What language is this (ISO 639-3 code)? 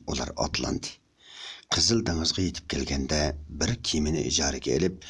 uig